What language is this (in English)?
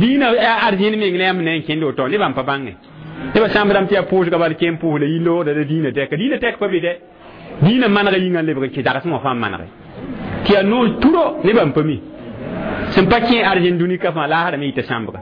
Mossi